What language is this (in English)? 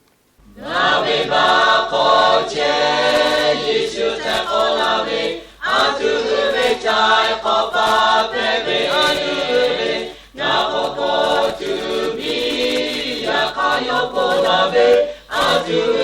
Lahu